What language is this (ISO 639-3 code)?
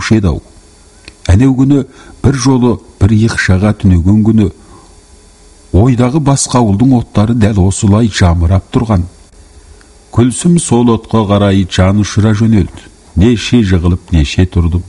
kaz